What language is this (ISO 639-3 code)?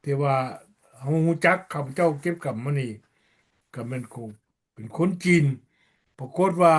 lao